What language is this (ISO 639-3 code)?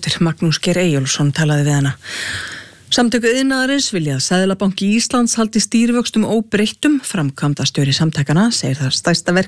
isl